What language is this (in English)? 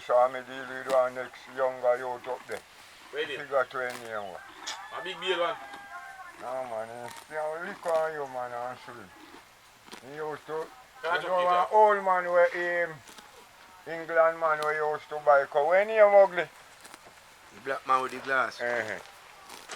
Jamaican Creole English